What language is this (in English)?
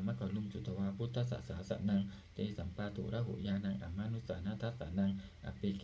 Pali